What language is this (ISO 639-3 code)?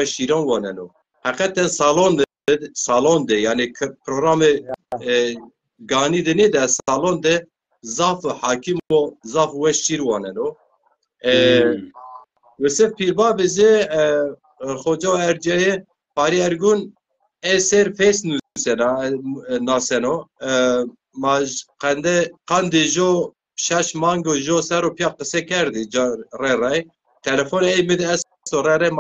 zza